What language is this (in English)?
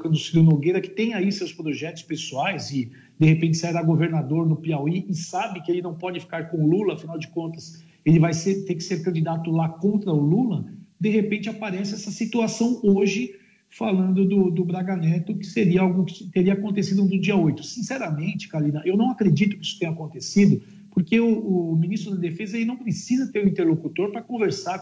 Portuguese